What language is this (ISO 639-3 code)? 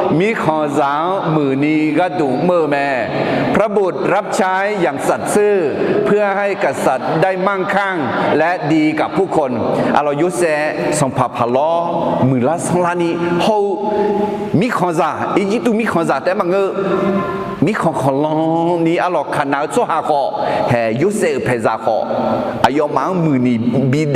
ahk